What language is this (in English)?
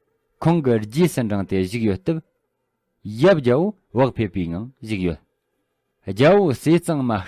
Tibetan